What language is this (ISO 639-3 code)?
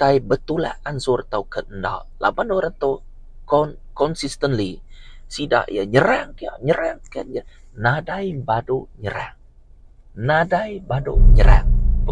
iba